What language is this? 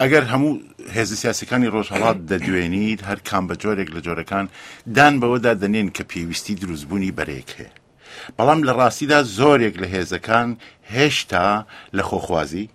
Central Kurdish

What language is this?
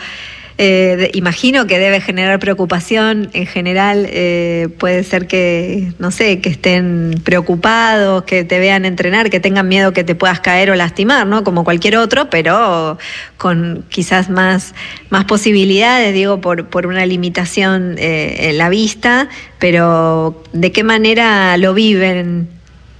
Spanish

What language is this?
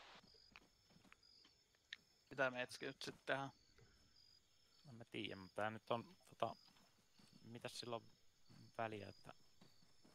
Finnish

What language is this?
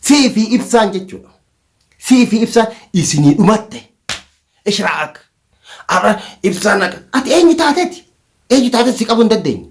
Oromo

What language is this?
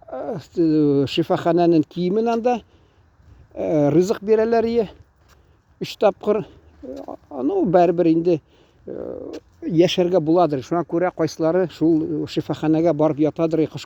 Tatar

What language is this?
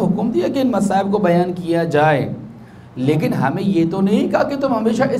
Urdu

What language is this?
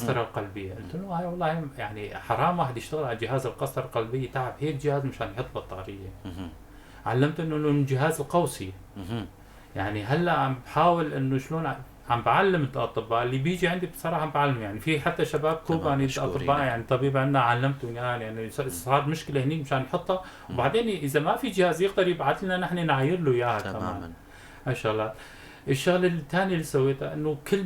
North Levantine Arabic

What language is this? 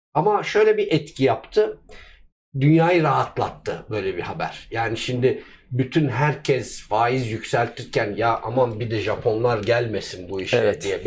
Turkish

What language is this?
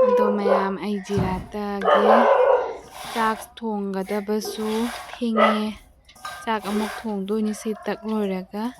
Manipuri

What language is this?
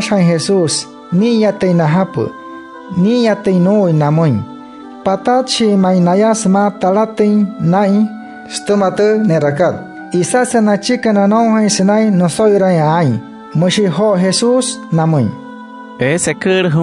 Wayuu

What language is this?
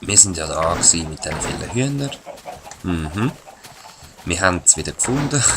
Swiss German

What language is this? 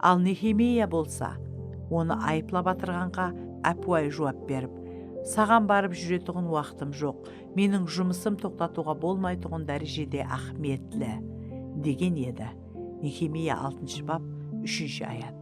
Kara-Kalpak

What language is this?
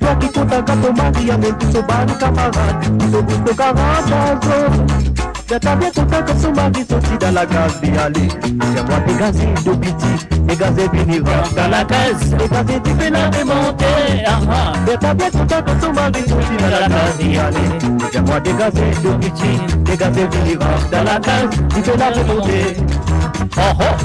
Morisyen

